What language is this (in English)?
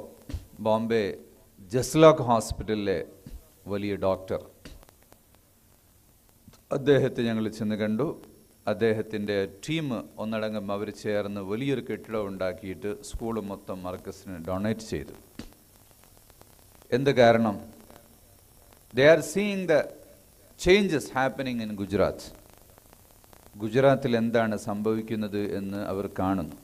Malayalam